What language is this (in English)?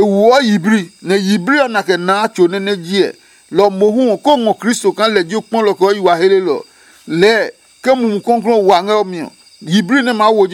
Adangme